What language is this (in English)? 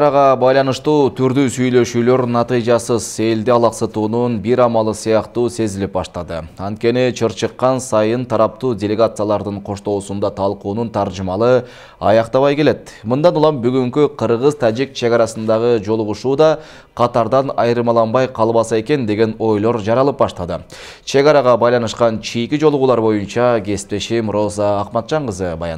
Kyrgyz